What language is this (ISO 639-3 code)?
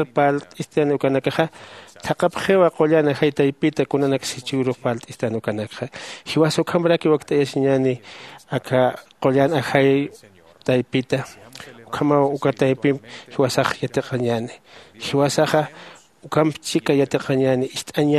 aym